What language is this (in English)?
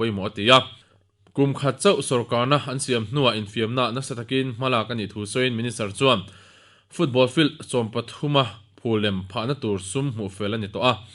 Mizo